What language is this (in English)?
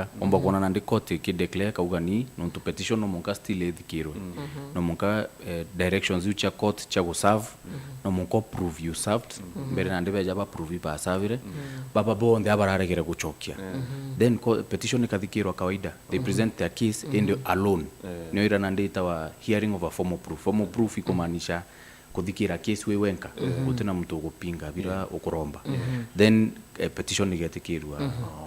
Meru